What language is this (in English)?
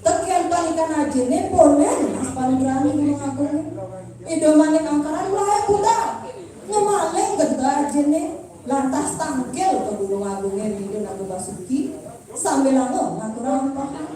Balinese